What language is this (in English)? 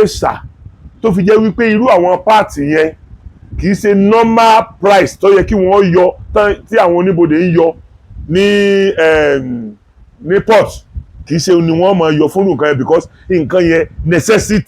Yoruba